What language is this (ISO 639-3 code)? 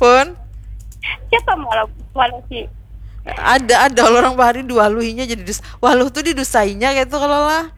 bjn